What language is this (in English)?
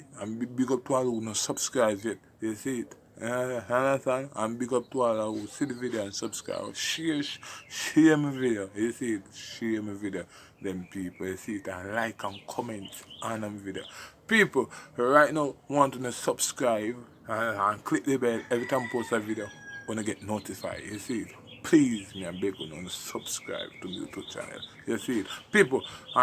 Jamaican Creole English